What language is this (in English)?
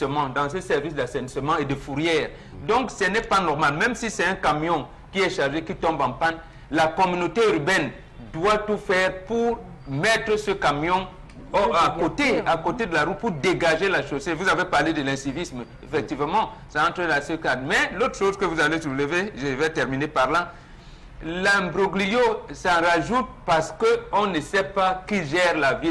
French